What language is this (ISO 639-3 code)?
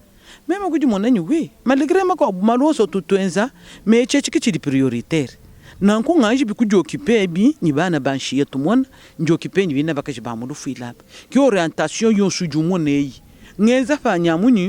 lua